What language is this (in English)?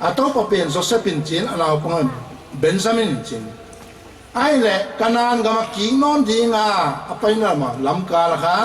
Paite Chin